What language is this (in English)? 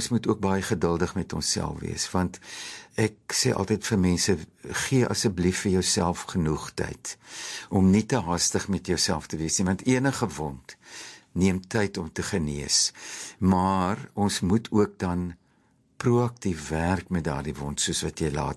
Afrikaans